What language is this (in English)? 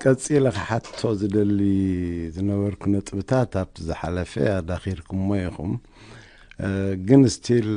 Tigrinya